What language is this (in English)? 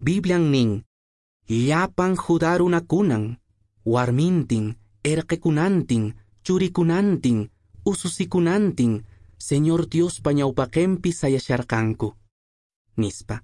Quechua